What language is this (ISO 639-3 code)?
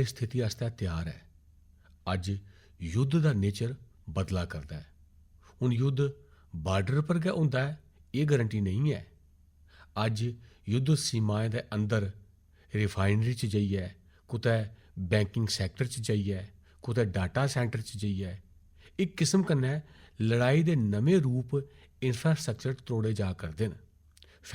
doi